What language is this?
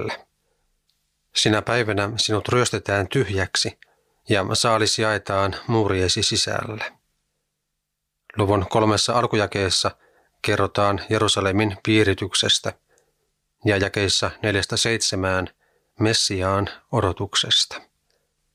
Finnish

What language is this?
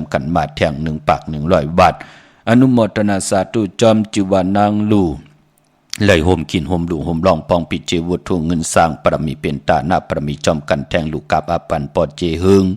Shan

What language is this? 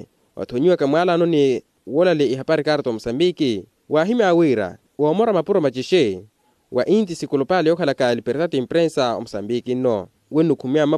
Makhuwa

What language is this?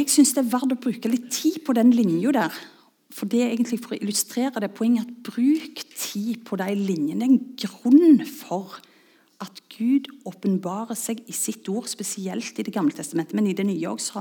Norwegian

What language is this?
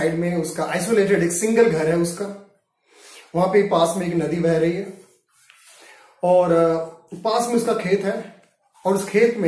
Hindi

